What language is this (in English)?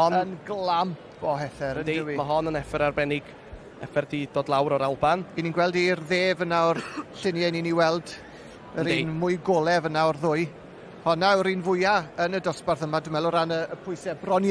Welsh